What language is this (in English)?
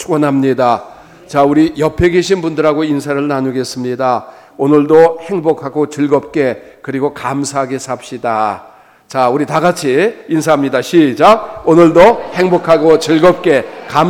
Korean